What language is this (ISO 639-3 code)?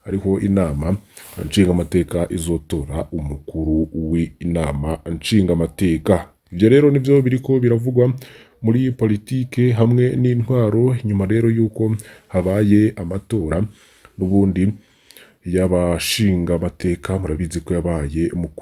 run